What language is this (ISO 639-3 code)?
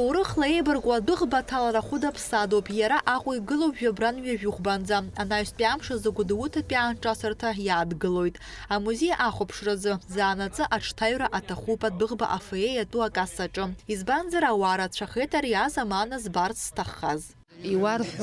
abk